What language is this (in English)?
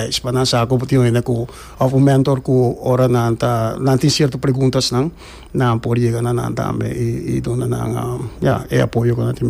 Papiamento